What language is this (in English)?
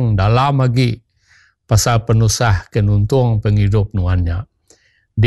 Iban